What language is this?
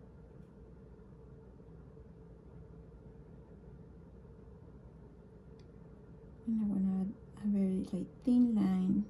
English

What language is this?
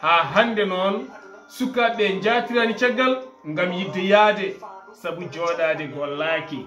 Fula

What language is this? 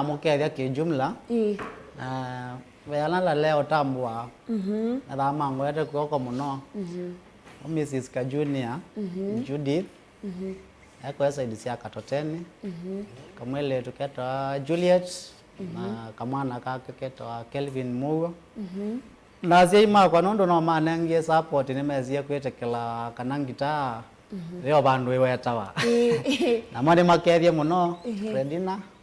Kamba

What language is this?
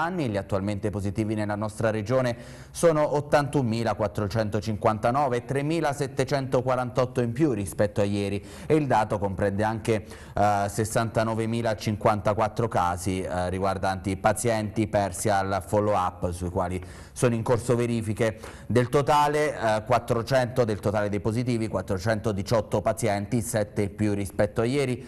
Italian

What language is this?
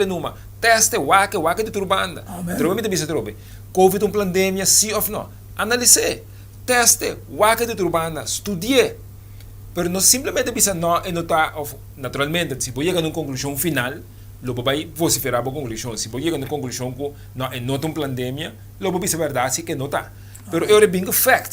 Papiamento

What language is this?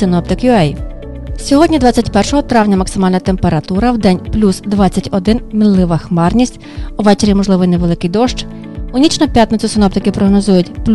Ukrainian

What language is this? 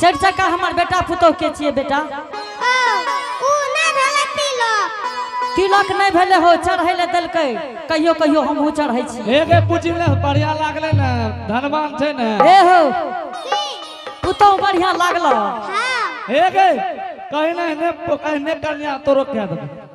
Angika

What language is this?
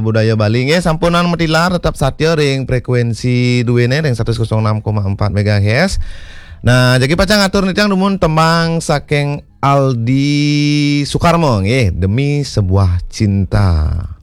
Balinese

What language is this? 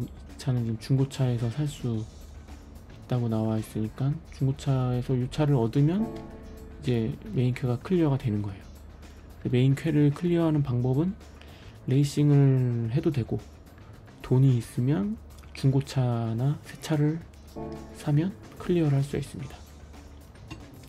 Korean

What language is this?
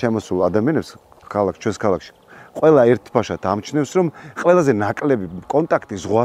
Georgian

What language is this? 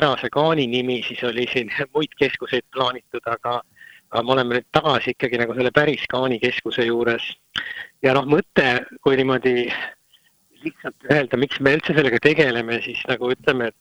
Estonian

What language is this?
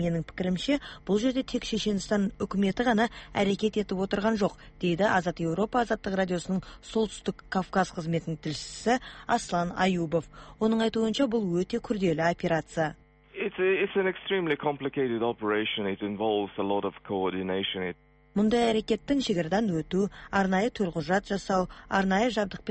Kazakh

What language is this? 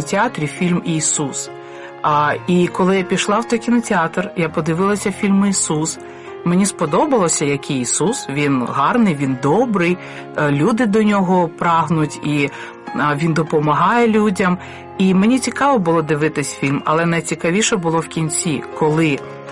Ukrainian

